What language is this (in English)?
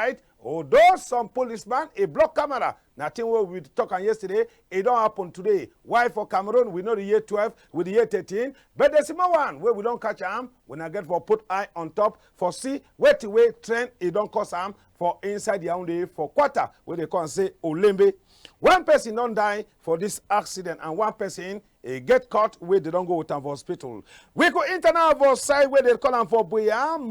Cameroon Pidgin